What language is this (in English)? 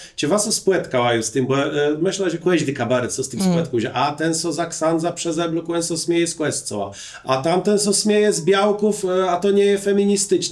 Kashubian